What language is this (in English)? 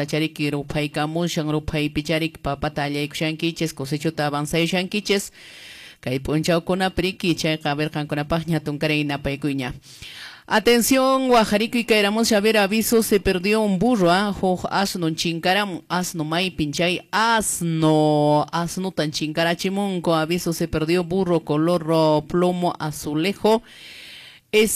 Quechua